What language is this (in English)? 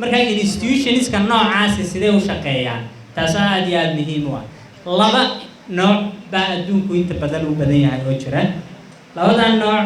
Somali